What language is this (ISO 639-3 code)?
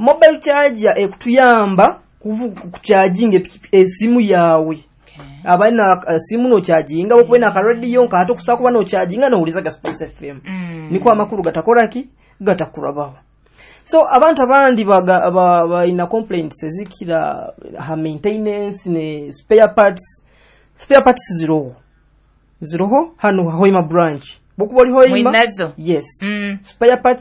nyo